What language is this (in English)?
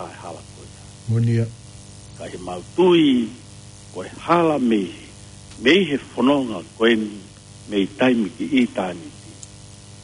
Tongan